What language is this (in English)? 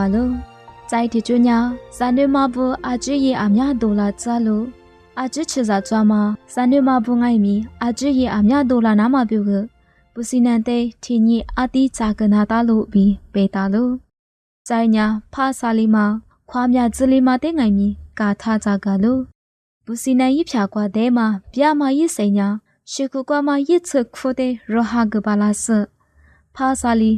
Lisu